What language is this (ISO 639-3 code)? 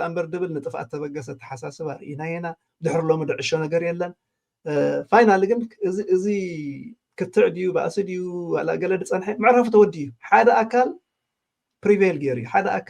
tir